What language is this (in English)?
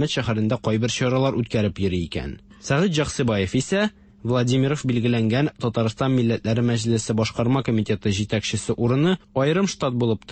Tatar